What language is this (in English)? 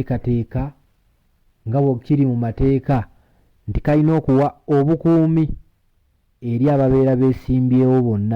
Ganda